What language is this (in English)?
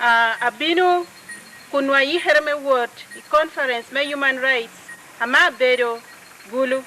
Lango (Uganda)